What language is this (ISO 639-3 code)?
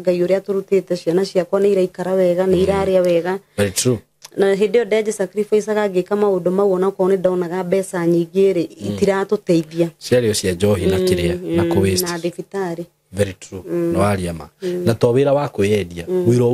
kik